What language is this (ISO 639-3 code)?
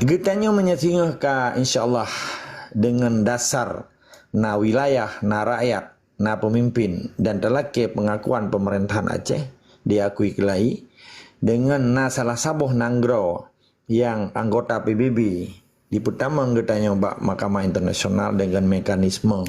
ace